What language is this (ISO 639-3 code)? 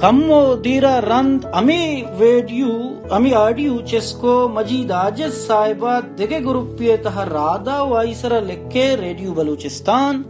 bal